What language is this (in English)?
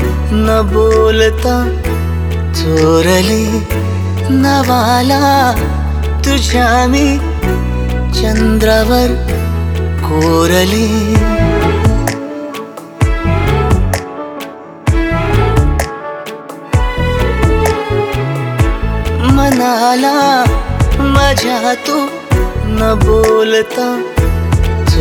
Marathi